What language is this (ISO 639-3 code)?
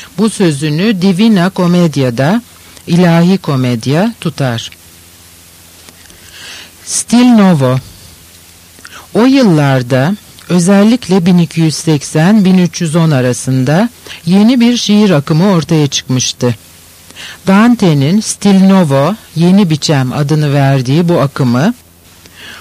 tur